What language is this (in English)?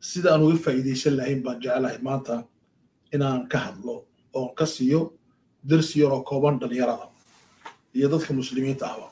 Somali